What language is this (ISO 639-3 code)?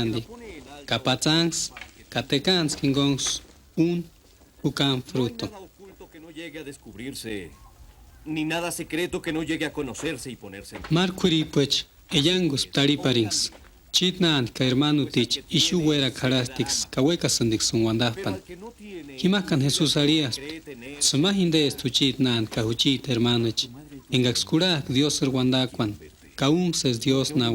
tsz